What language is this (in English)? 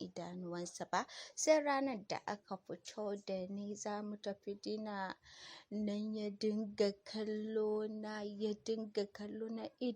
Hausa